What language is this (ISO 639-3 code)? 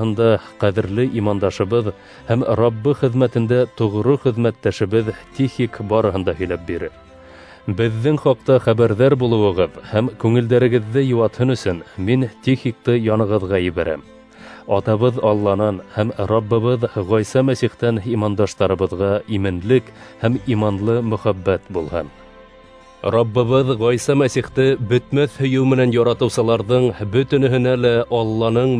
bak